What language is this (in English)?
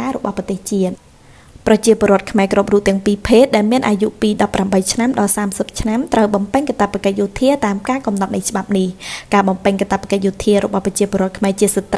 Khmer